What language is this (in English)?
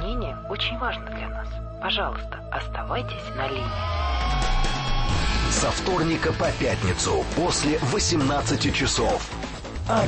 Russian